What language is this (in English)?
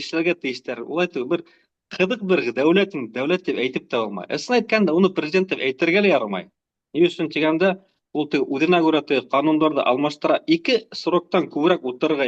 Bashkir